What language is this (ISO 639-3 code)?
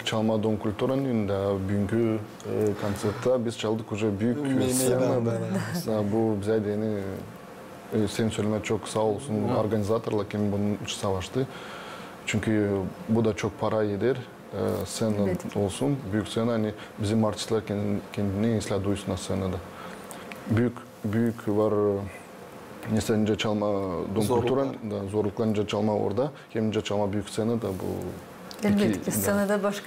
gag